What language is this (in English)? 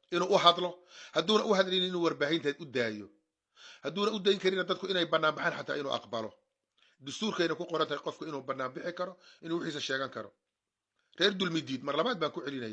Somali